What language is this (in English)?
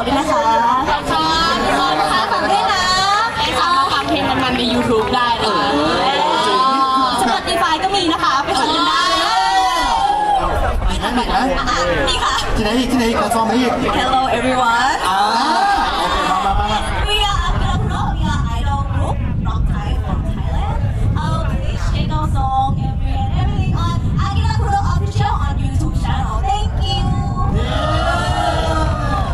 Thai